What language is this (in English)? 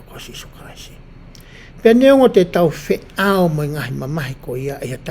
Tongan